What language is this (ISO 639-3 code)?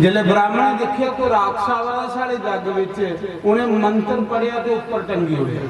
doi